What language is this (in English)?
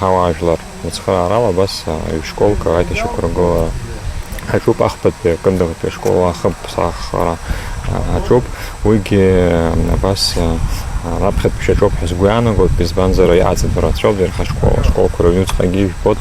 Abkhazian